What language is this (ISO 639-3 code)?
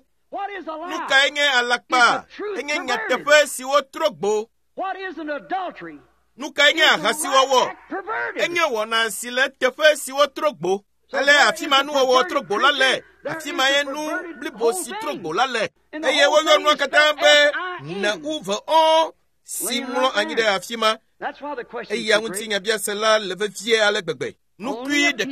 ewe